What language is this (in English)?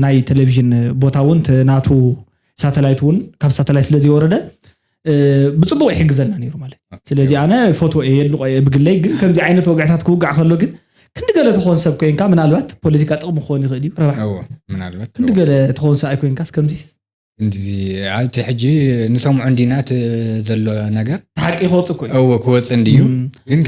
Tigrinya